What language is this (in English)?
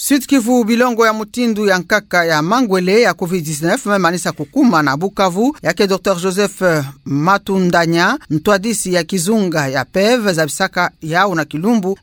Kituba (Democratic Republic of Congo)